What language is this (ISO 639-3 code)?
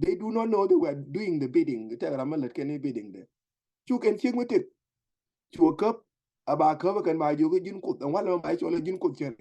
nus